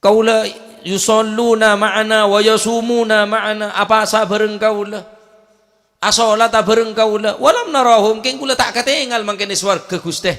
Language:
Madurese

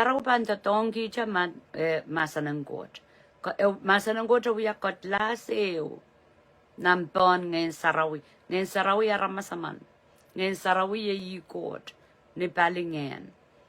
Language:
Pohnpeian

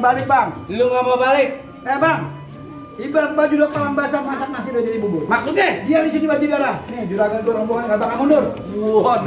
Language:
Betawi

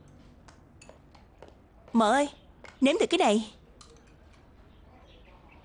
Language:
Vietnamese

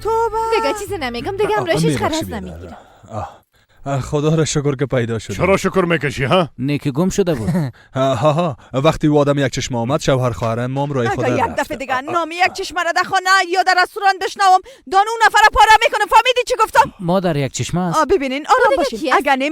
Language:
Persian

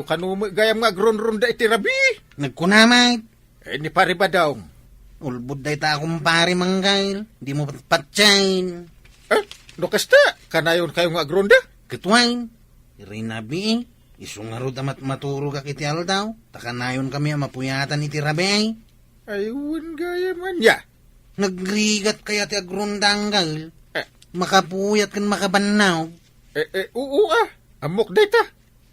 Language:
Iloko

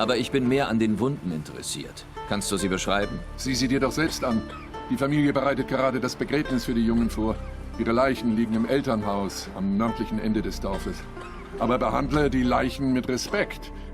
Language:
Swiss German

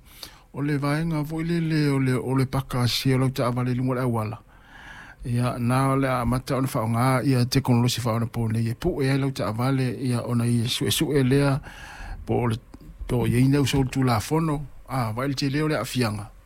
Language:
Samoan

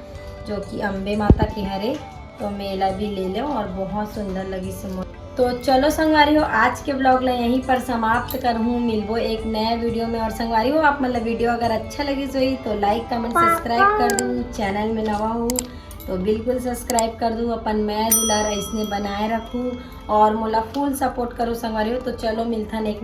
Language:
Chhattisgarhi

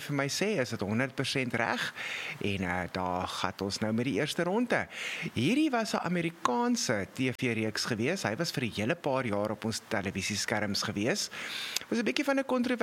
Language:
Afrikaans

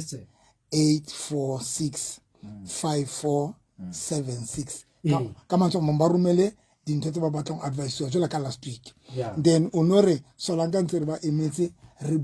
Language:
Southern Sotho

